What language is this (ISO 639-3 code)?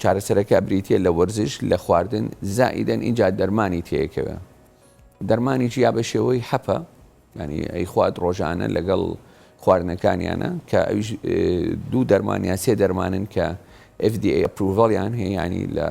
ckb